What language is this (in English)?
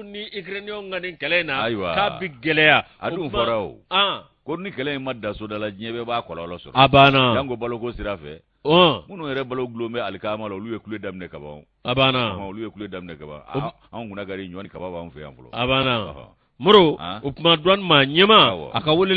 Bambara